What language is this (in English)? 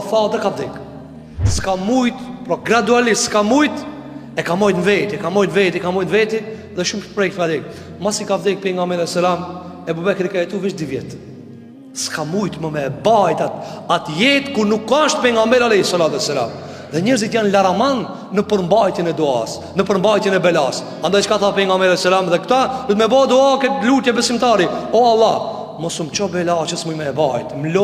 Albanian